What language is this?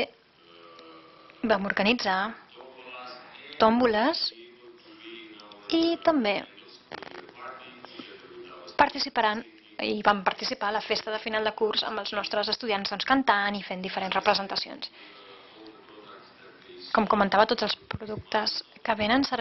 Catalan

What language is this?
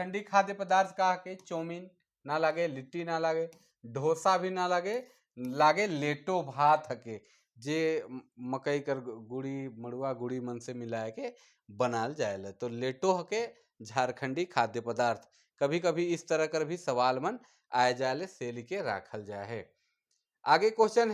Sadri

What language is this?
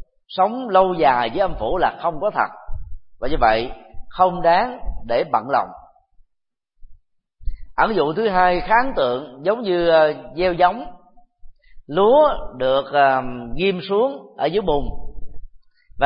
Vietnamese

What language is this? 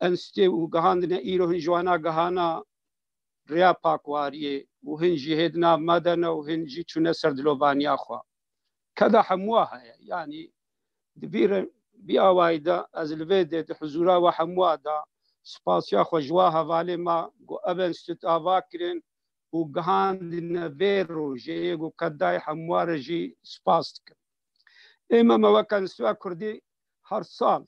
Kurdish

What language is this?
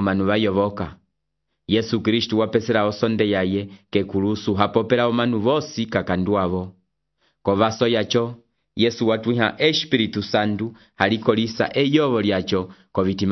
Umbundu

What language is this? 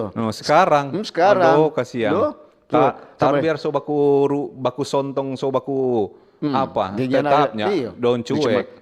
Manado Malay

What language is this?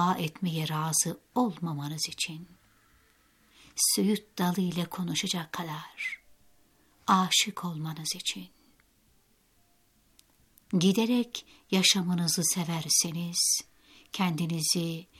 Turkish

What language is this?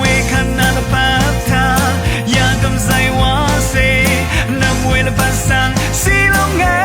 Rawang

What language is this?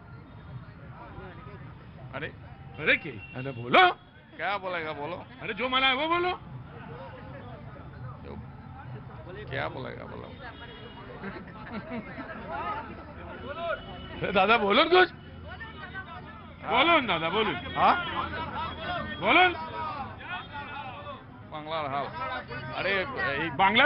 Hindi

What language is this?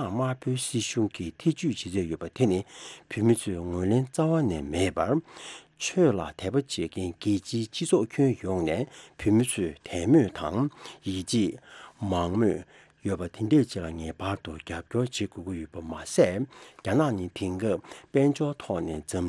Tibetan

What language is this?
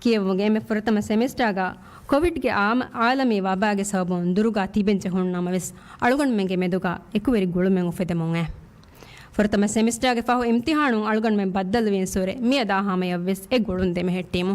Divehi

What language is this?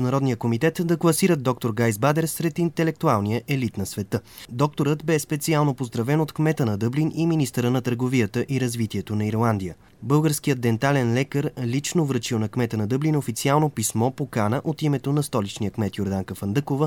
Bulgarian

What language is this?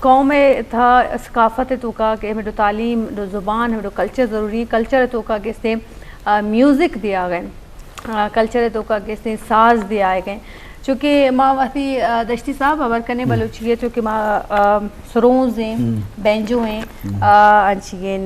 Eastern Balochi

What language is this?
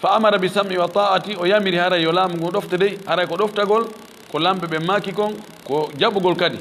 Fula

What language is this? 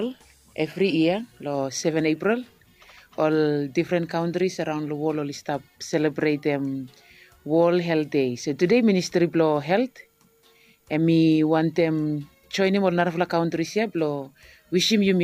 Bislama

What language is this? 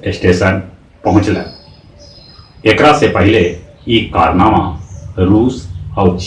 Magahi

